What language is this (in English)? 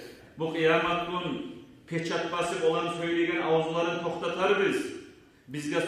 Kumyk